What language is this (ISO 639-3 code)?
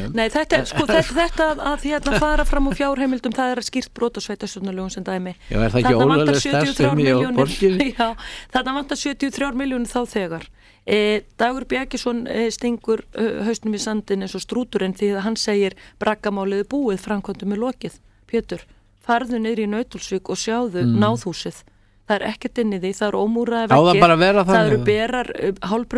isl